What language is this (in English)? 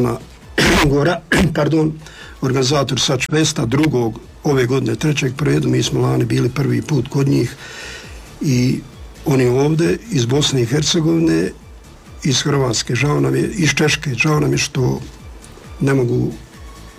Croatian